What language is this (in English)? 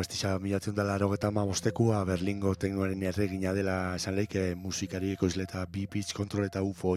Basque